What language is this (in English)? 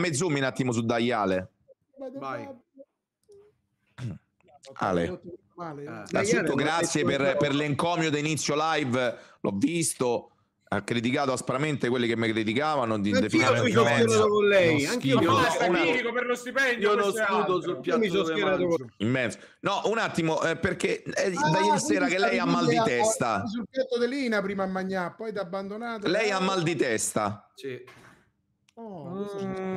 Italian